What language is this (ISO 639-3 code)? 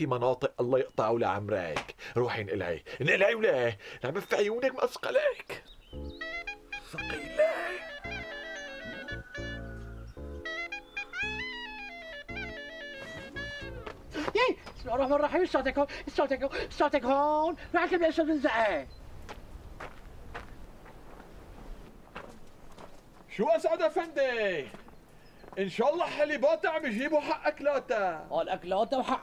apc